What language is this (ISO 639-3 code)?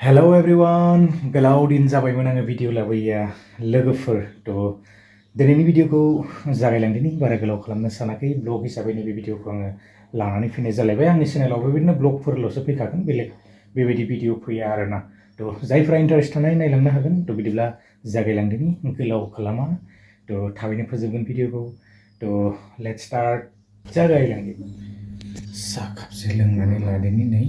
brx